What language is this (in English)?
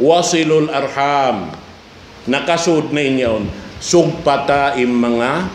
Tausug